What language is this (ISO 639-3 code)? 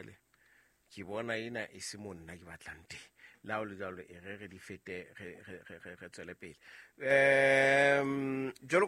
sot